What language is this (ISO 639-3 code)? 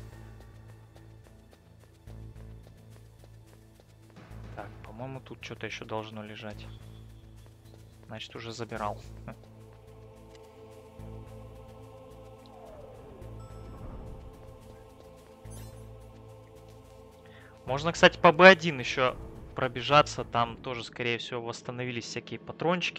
rus